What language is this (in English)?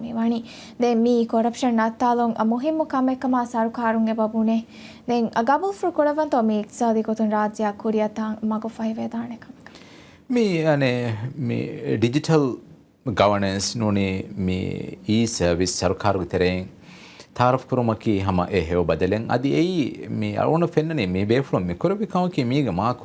Divehi